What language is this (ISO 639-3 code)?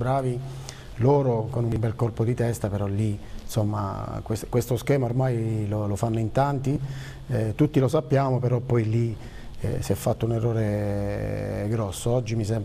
ita